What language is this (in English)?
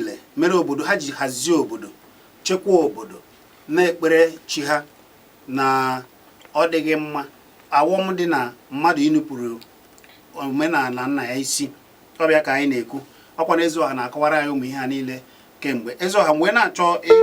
Igbo